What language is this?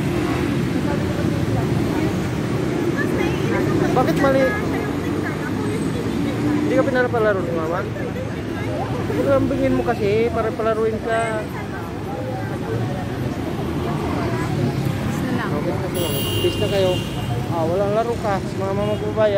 Filipino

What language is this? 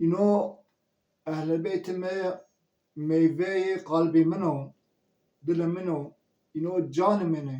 Zaza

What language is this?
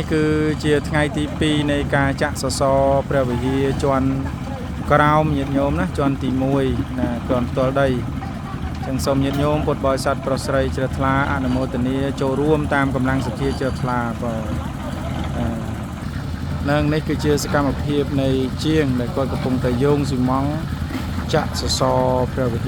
Khmer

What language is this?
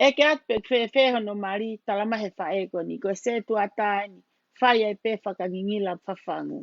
Tongan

